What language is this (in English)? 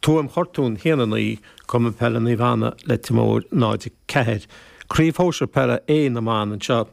Irish